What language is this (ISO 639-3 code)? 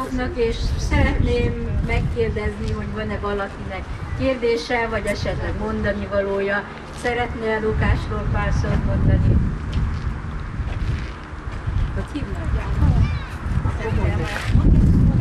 hun